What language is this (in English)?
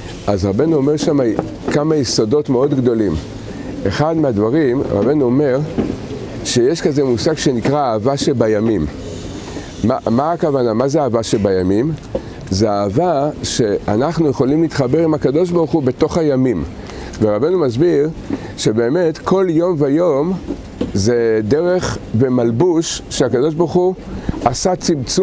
Hebrew